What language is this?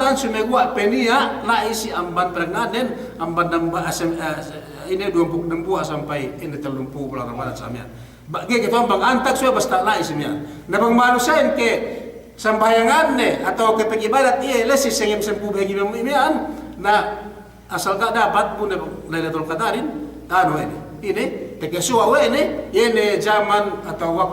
Yakan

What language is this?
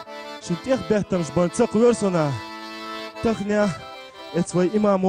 Chechen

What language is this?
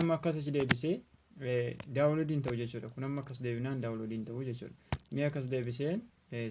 Oromo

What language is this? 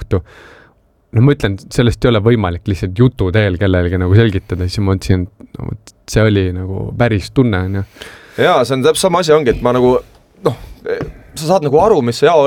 Estonian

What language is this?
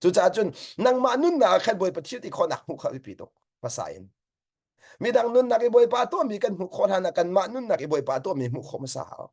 Hakha Chin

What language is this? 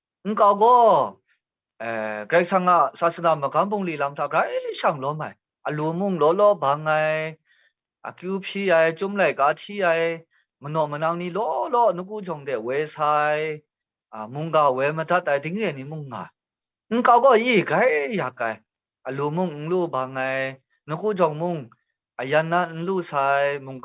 Kachin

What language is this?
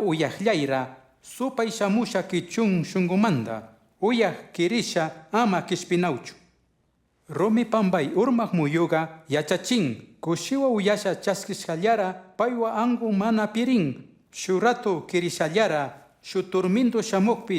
Chimborazo Highland Quichua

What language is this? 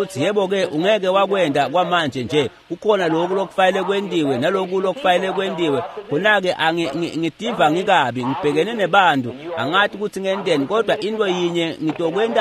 Swati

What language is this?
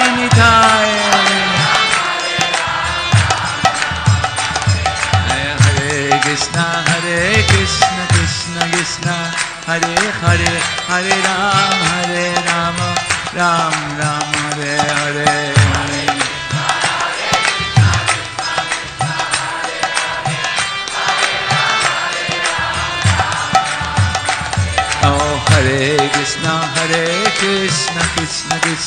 Hindi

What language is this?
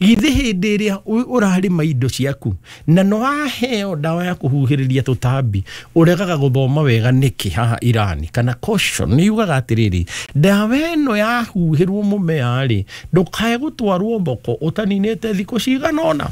Kikuyu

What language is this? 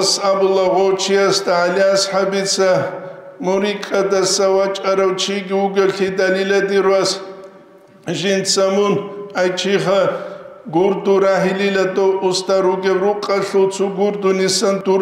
Avaric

